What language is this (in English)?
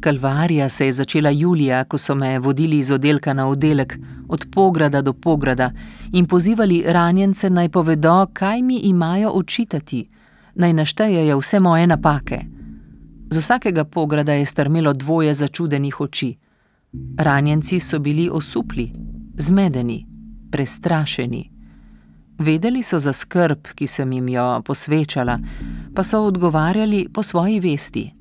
Slovenian